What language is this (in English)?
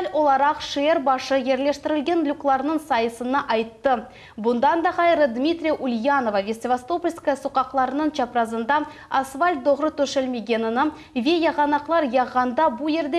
Crimean Tatar